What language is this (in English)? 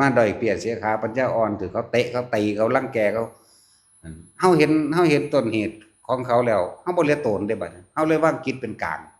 Northeastern Thai